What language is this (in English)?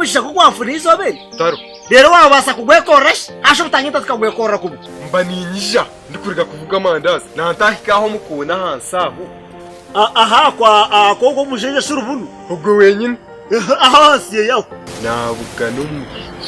Nyankole